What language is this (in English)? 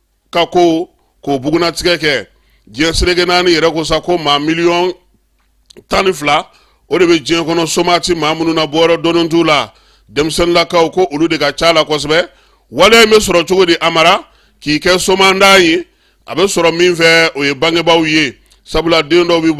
Bambara